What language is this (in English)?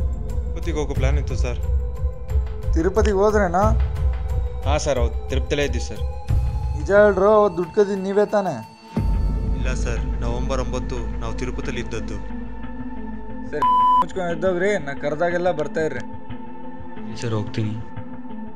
Kannada